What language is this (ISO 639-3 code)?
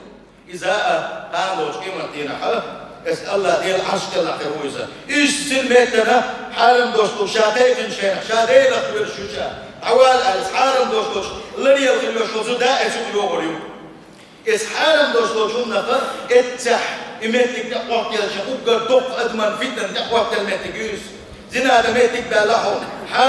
che